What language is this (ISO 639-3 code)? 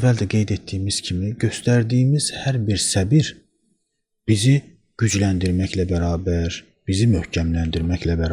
aze